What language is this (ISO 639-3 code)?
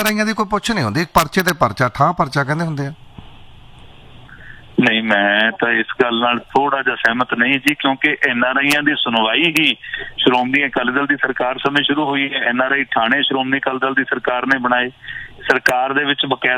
pan